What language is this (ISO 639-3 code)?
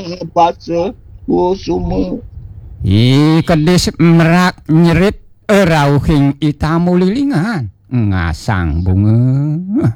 ban